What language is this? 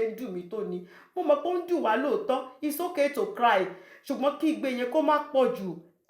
Yoruba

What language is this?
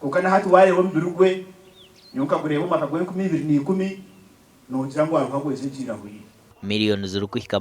Nyankole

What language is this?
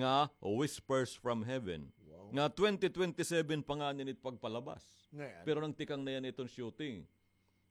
Waray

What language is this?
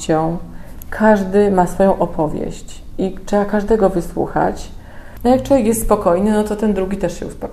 Polish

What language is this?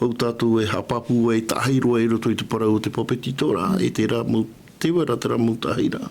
Tahitian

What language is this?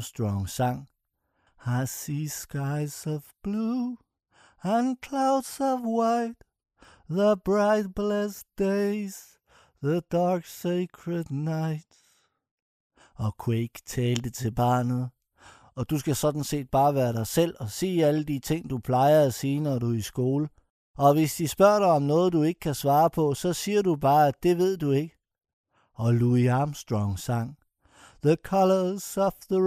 Danish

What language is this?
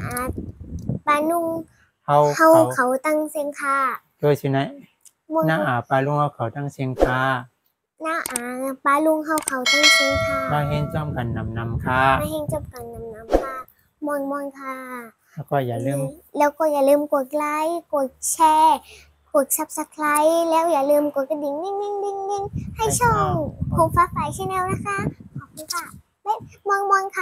Shan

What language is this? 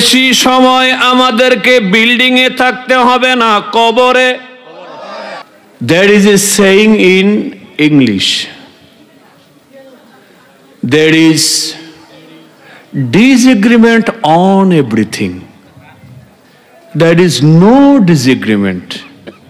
Bangla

